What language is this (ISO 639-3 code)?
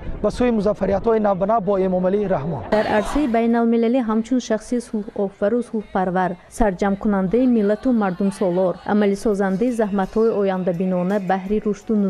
tgk